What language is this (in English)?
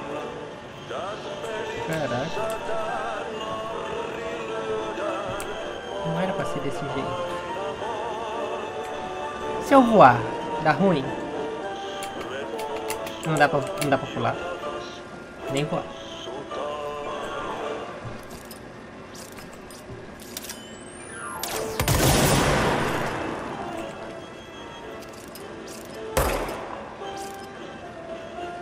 Portuguese